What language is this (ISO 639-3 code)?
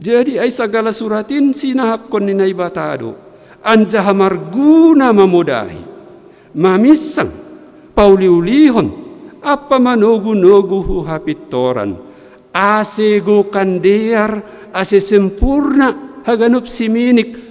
bts